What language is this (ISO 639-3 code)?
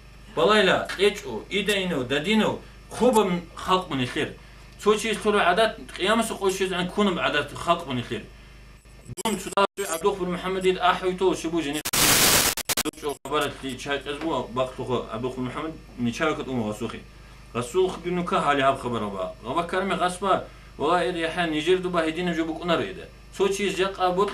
ava